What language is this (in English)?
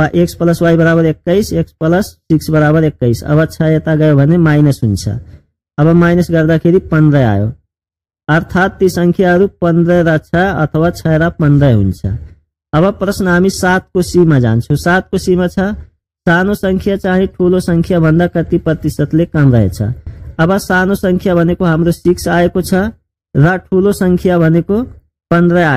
Nepali